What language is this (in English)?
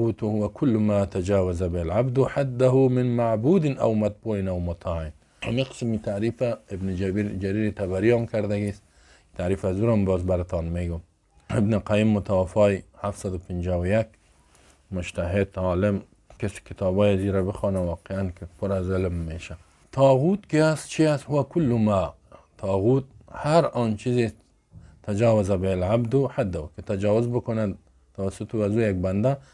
Persian